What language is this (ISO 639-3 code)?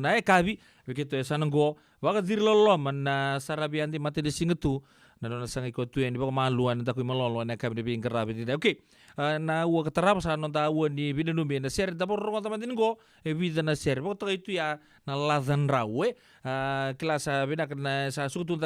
fij